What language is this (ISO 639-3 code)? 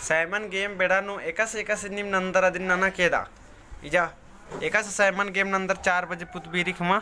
kru